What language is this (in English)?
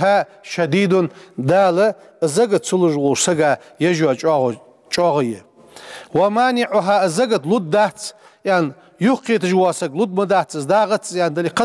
Ingush